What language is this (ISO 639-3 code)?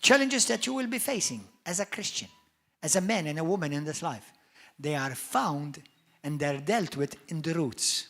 eng